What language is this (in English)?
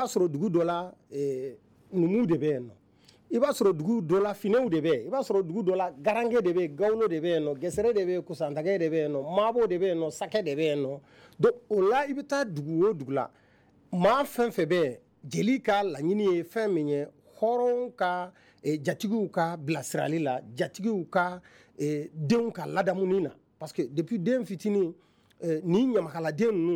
Bambara